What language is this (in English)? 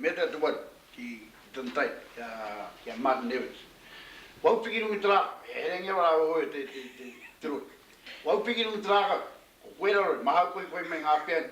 Māori